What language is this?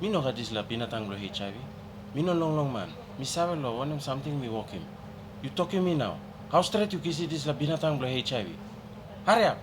Tok Pisin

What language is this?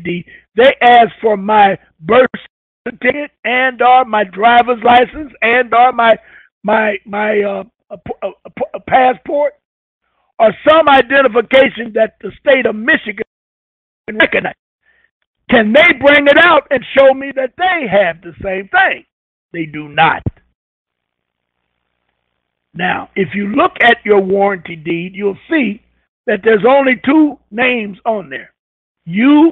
English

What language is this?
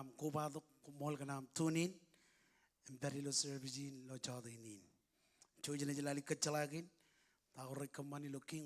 Marshallese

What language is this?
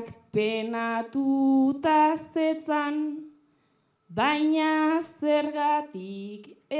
Basque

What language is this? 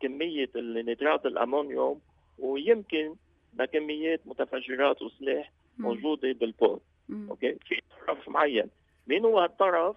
North Levantine Arabic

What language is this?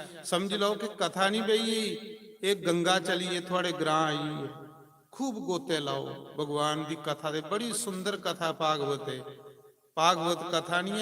Dogri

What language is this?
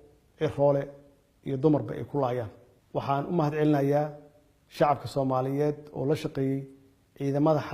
Somali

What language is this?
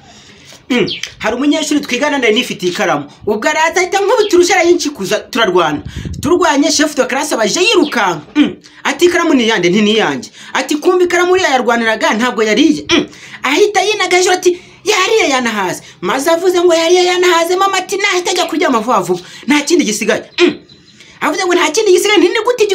Kinyarwanda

